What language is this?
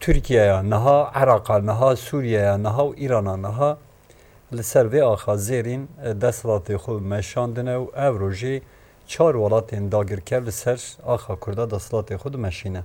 Kurdish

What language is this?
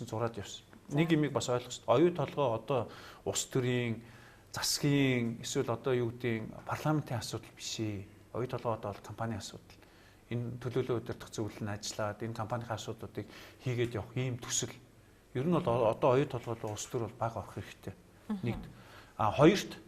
Mongolian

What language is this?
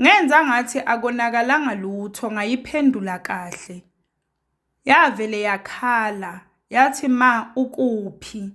Zulu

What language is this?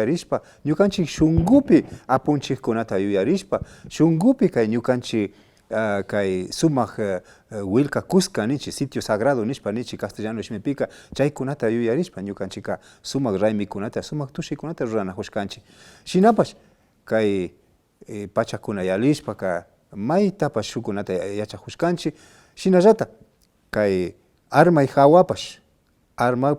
Imbabura Highland Quichua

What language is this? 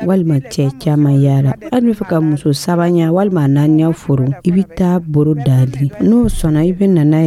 Dyula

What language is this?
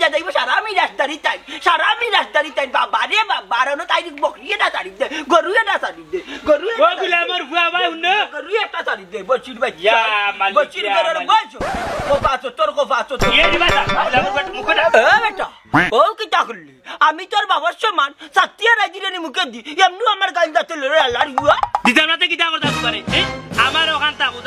Sylheti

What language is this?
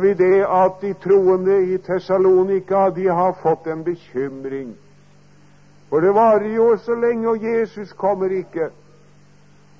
Norwegian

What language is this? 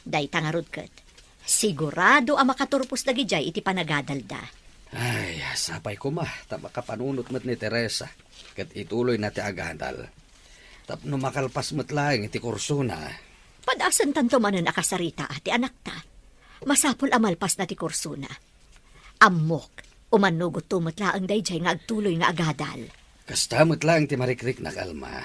Iloko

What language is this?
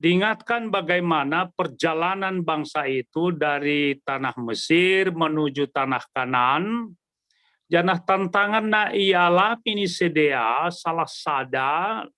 Batak Simalungun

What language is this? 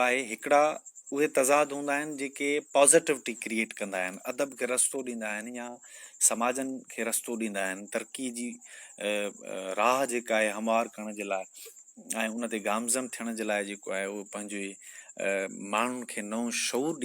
Sindhi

